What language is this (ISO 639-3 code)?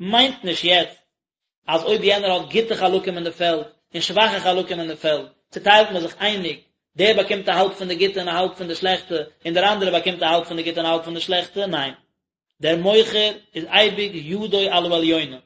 yid